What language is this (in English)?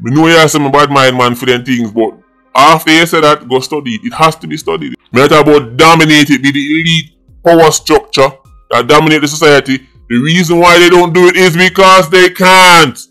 Jamaican Creole English